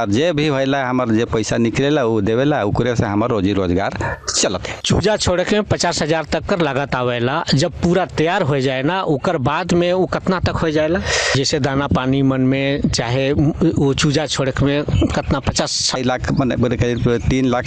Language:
Bhojpuri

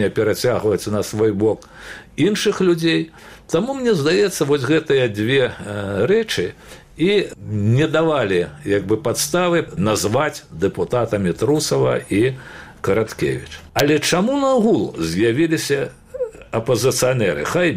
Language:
Belarusian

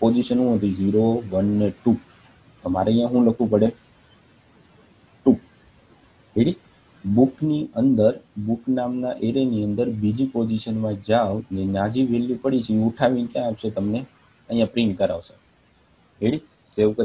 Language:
Gujarati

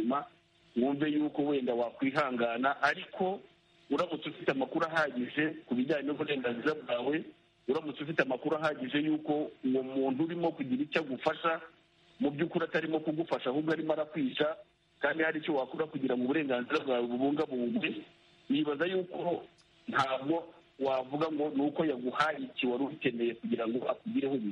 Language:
Kinyarwanda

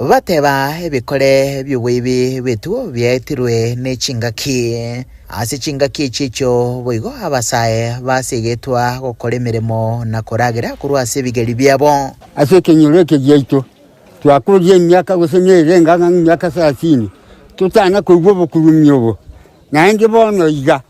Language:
Gusii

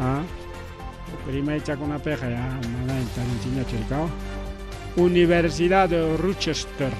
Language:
Ayacucho Quechua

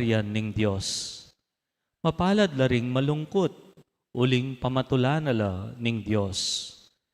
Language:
Pampanga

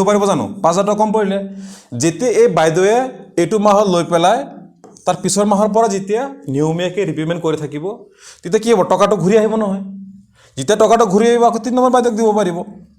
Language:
Assamese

